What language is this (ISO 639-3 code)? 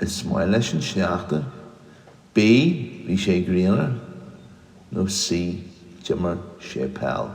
gle